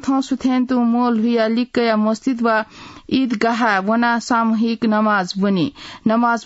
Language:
Newari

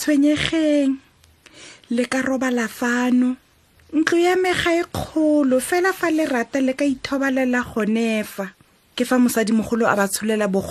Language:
Tswana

